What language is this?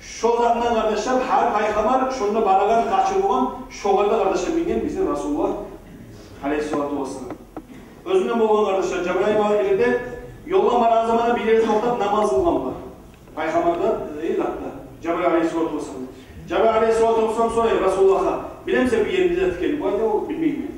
Kumyk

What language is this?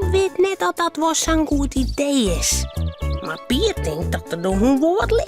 Western Frisian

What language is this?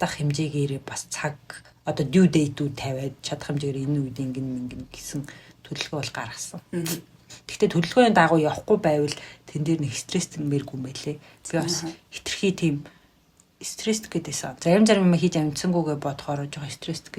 Mongolian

